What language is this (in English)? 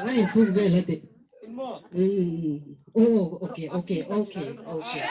Hmar